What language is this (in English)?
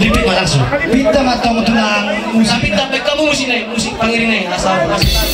Batak Toba